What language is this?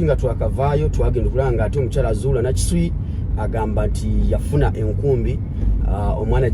Ganda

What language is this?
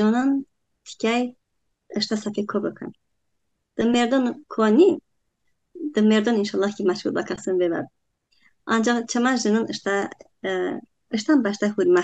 Talysh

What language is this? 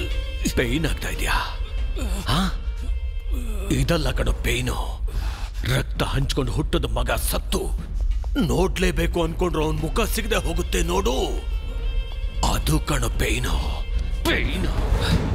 Kannada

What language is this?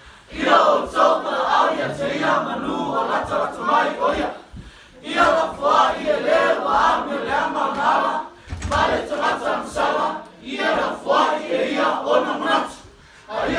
Samoan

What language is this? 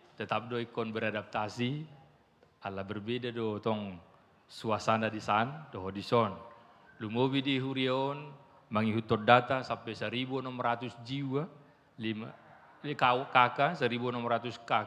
Batak Toba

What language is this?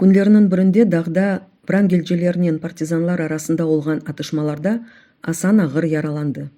Crimean Tatar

